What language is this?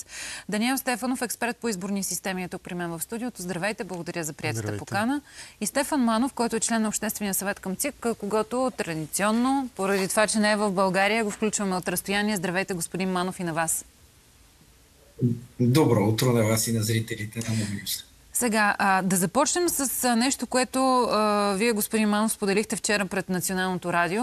Bulgarian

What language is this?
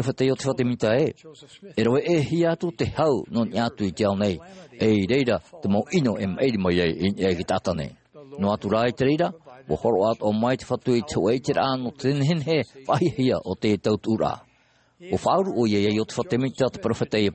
Tahitian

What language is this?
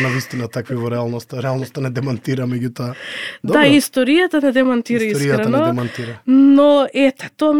Macedonian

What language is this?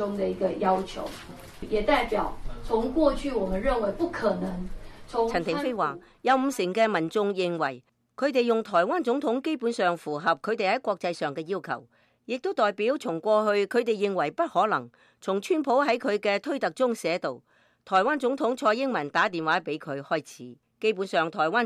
Cantonese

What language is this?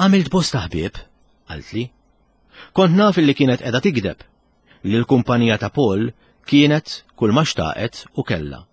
Maltese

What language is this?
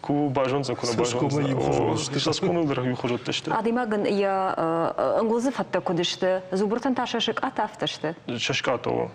Ossetic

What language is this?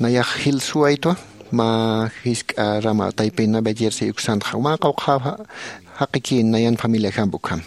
Aymara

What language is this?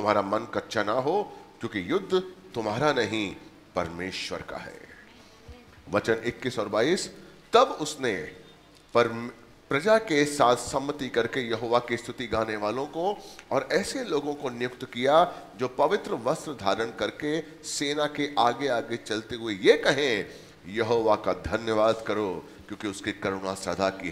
Hindi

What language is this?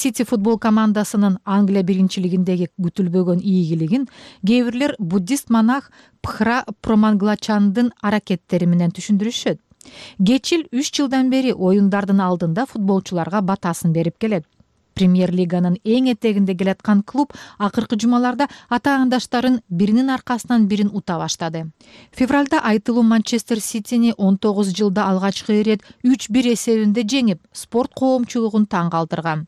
Kyrgyz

